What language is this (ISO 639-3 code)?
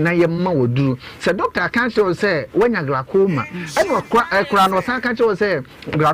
aka